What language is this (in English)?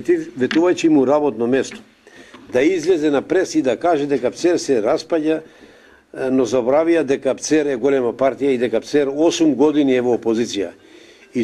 Macedonian